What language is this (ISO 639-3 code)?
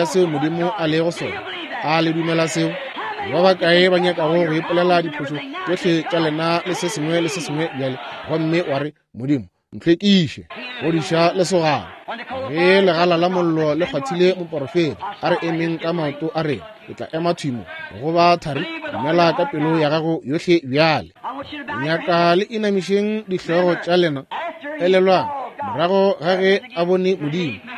nso